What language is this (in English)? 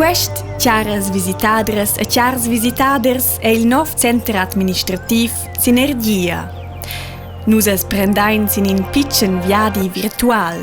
Romansh